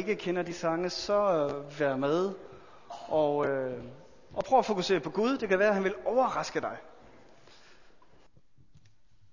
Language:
Danish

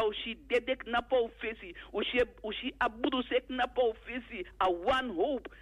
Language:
Sranan Tongo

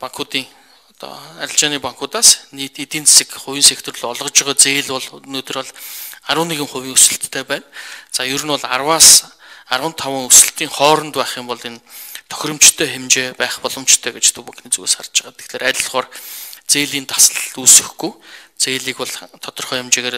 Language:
Mongolian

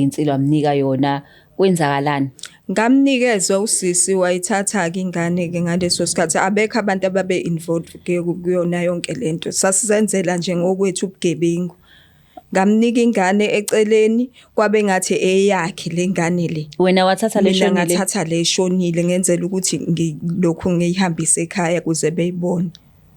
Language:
Zulu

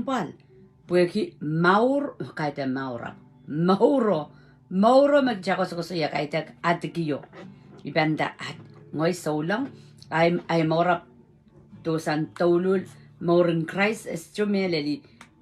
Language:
Pohnpeian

